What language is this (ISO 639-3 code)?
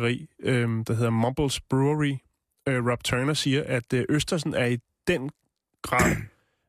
dan